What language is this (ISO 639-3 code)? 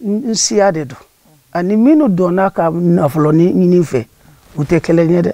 bam